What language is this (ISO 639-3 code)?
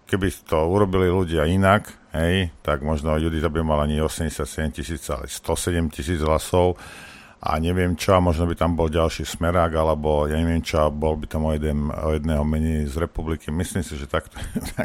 slk